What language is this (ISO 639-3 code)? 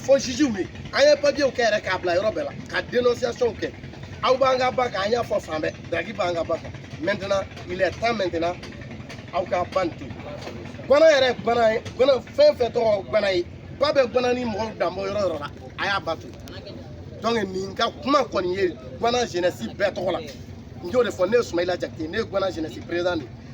bam